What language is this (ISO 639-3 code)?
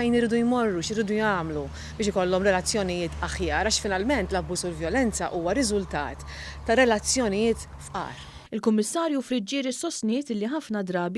mlt